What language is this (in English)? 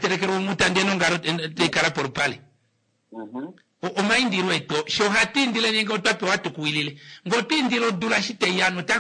Kuanyama